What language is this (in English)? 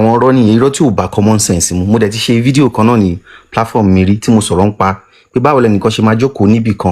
Yoruba